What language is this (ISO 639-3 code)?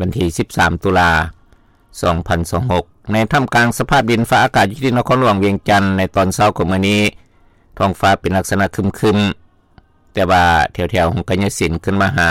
lao